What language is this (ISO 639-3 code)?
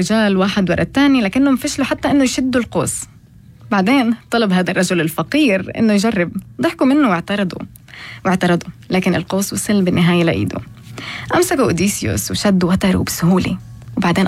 apc